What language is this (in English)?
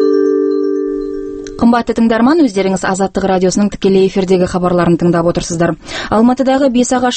Kazakh